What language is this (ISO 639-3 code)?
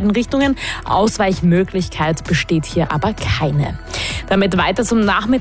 deu